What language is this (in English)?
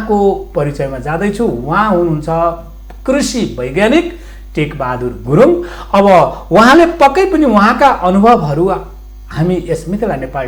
Nepali